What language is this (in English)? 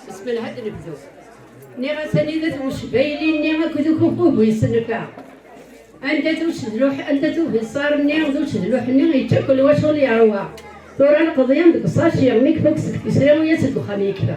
Kabyle